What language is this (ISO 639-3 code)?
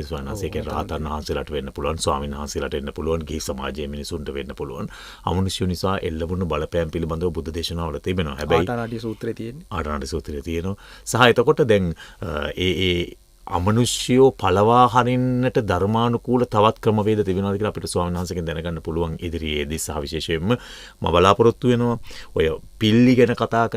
sin